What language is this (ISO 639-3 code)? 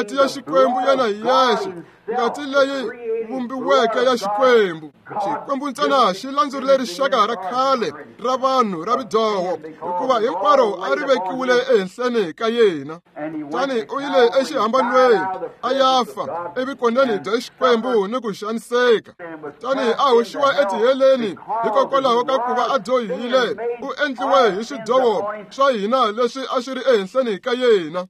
tso